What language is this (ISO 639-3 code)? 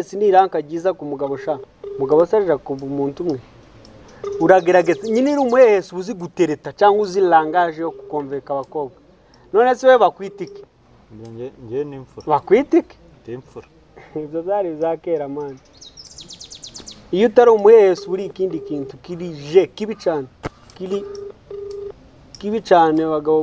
kin